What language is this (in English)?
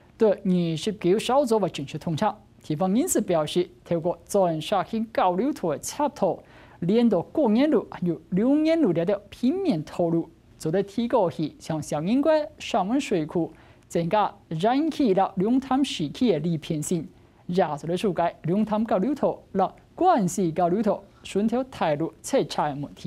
Hakka Chinese